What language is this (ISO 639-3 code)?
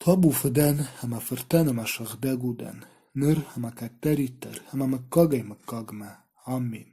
oss